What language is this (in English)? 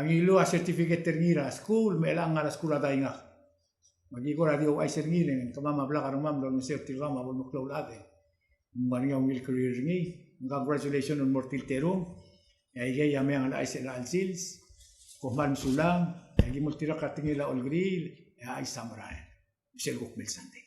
Palauan